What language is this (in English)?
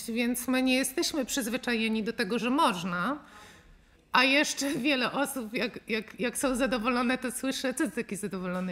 Polish